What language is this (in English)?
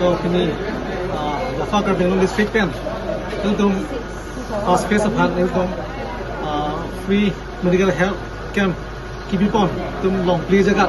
Karbi